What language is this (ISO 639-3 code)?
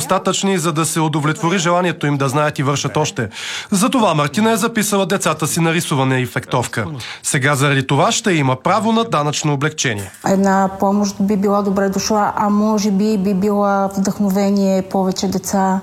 bul